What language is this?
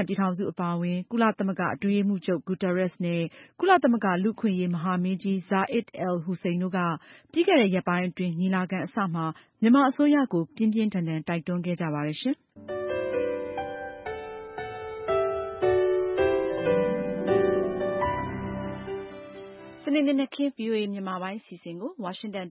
Burmese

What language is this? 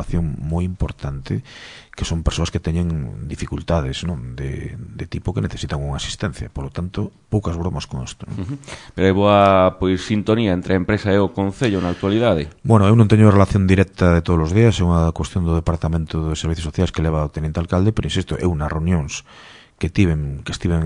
Galician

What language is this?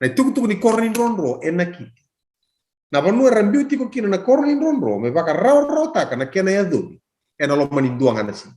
Fijian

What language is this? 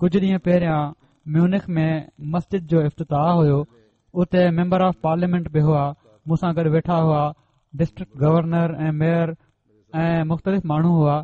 Sindhi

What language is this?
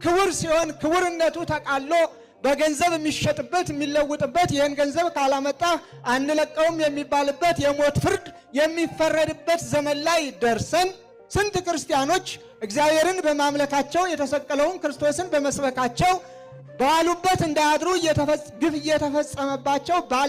Amharic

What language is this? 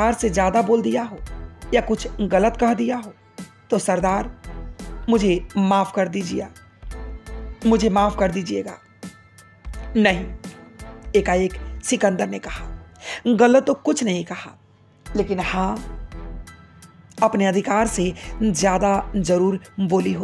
Hindi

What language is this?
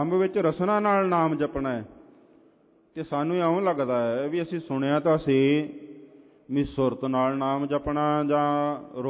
Punjabi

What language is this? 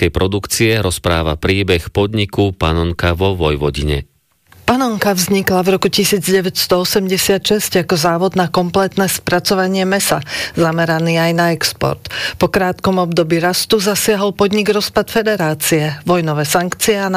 Slovak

